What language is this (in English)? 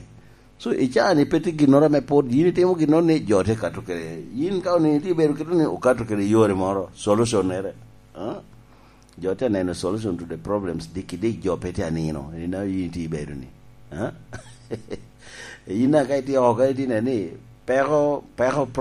Lango (Uganda)